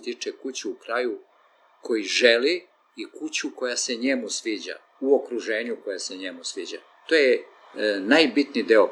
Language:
Serbian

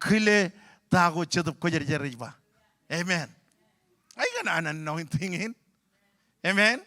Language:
Marshallese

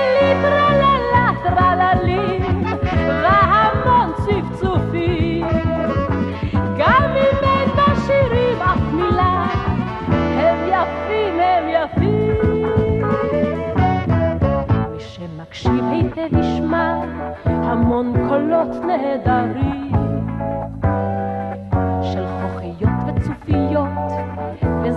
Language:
Hebrew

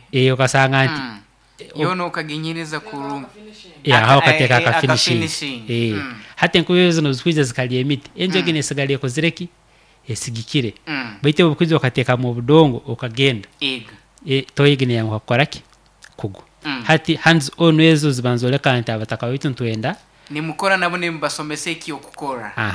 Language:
Nyoro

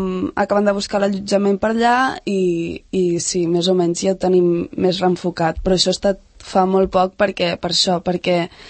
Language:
Catalan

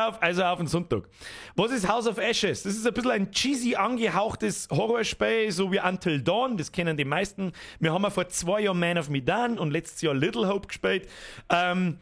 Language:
Bavarian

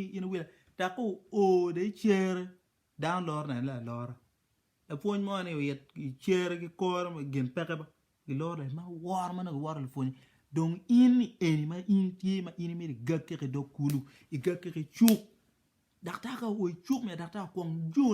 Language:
Acoli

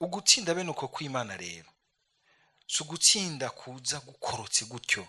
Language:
Rundi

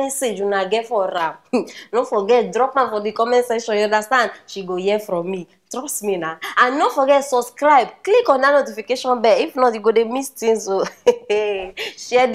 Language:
Nigerian Pidgin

